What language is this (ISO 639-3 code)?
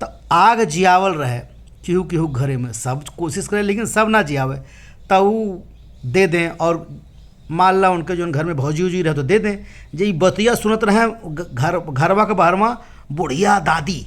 bho